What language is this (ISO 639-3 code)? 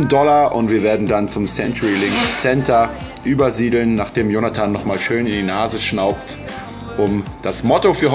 deu